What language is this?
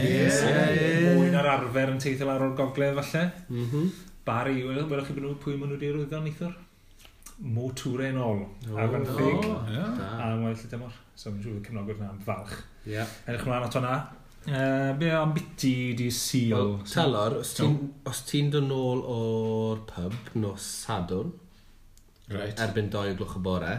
Welsh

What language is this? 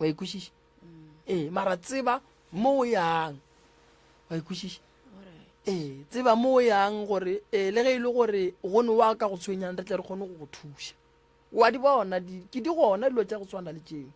Northern Sotho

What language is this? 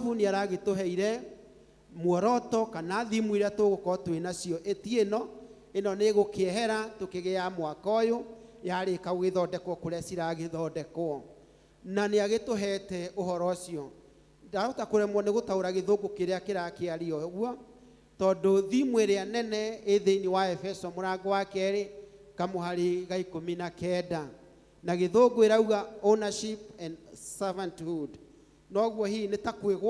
Kikuyu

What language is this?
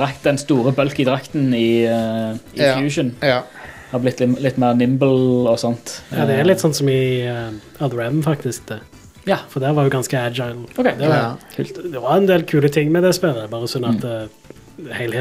Norwegian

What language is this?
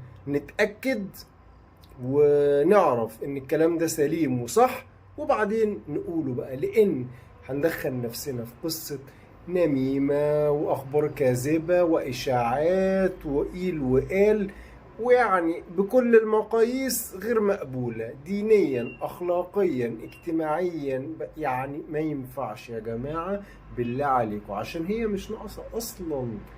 Egyptian Arabic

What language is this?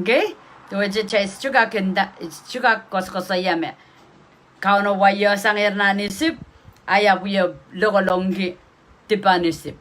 Pohnpeian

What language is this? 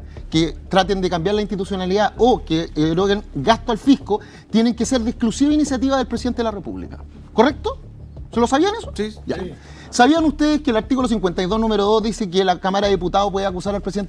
Spanish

